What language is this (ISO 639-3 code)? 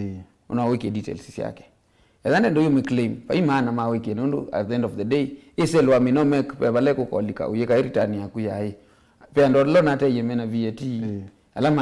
kam